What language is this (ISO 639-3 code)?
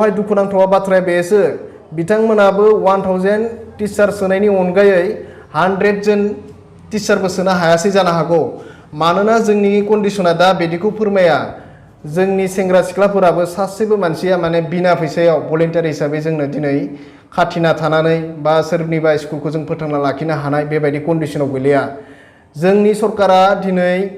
brx